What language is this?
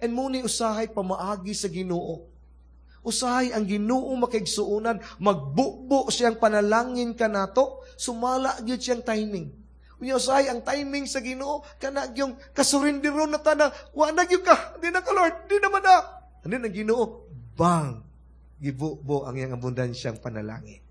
Cebuano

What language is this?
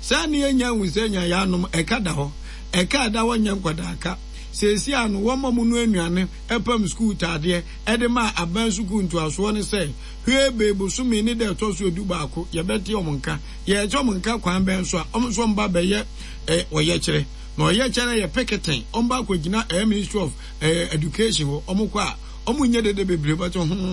Akan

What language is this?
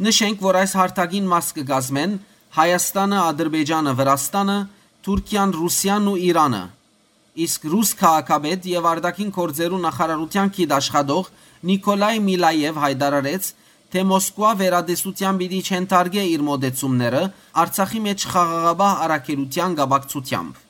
Western Armenian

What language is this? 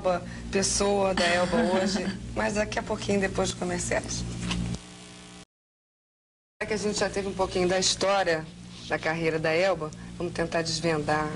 Portuguese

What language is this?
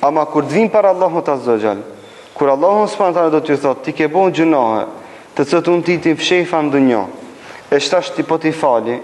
Albanian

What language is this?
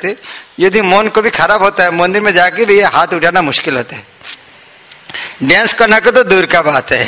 Hindi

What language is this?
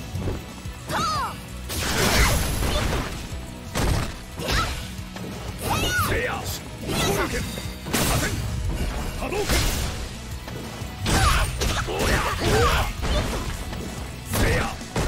Japanese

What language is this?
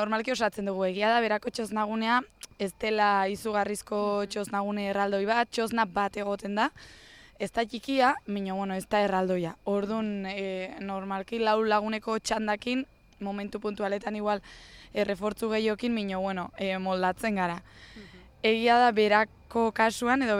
Basque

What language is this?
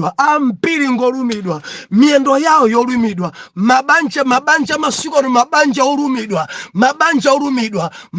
Nyanja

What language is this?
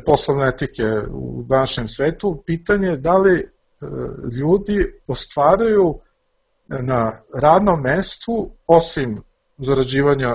Serbian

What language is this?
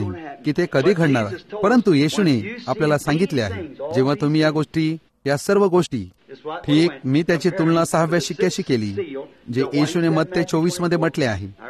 Marathi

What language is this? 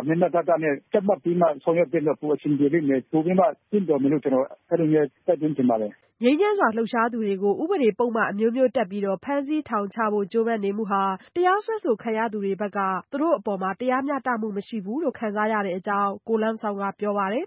Burmese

